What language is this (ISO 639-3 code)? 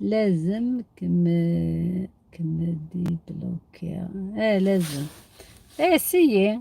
arq